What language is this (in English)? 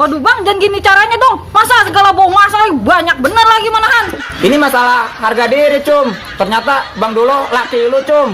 Betawi